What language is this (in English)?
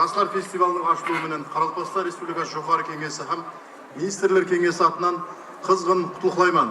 Kara-Kalpak